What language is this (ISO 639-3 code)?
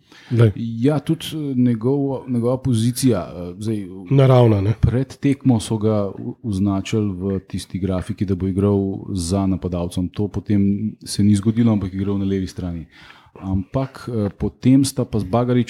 slv